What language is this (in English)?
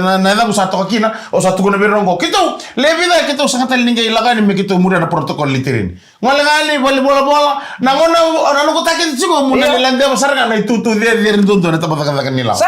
Fijian